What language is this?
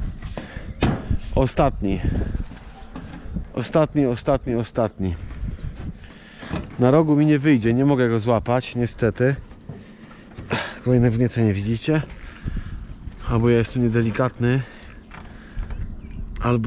Polish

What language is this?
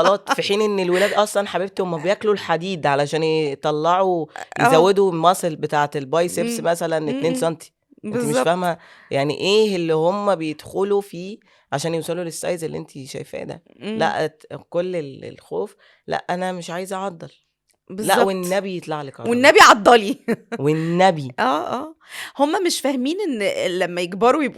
Egyptian Arabic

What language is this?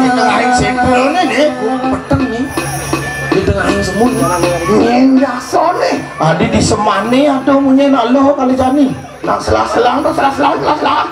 Balinese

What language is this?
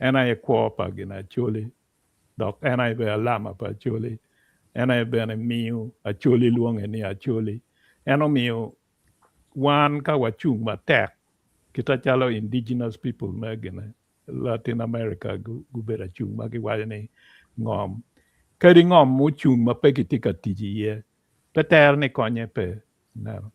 Acoli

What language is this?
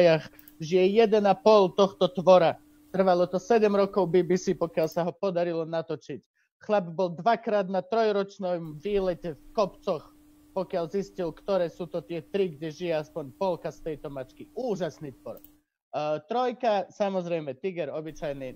Slovak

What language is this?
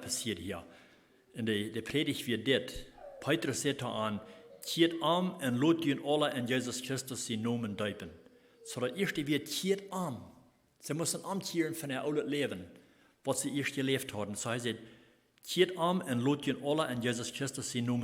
Plautdietsch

